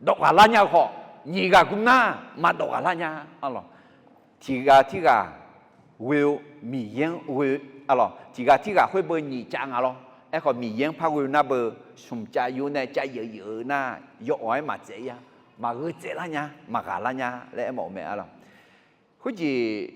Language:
Akha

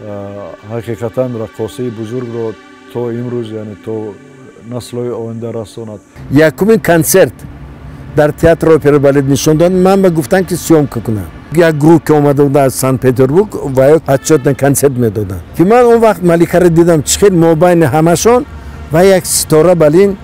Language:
Tajik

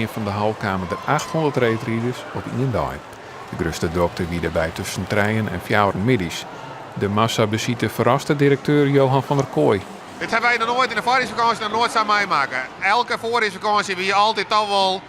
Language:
Western Frisian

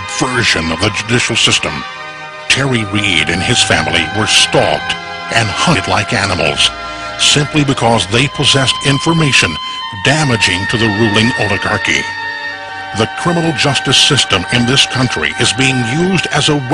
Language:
English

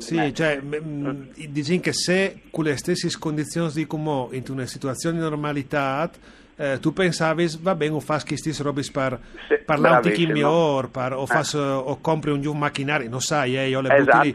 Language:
Friulian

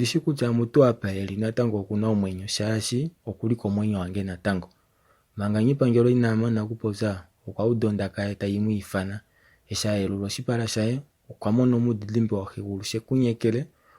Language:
Kuanyama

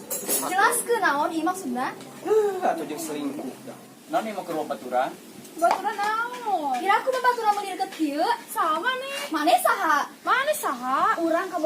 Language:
Sundanese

